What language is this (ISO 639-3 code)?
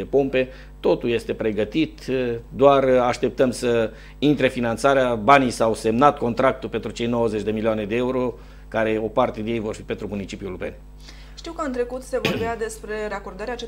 ron